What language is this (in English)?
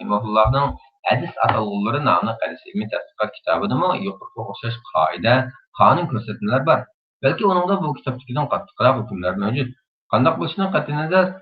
Uyghur